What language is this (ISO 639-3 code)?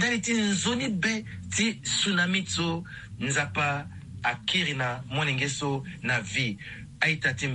sag